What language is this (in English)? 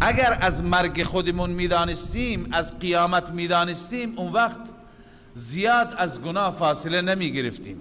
Persian